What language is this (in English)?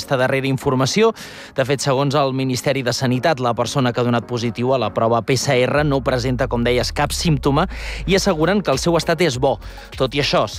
Catalan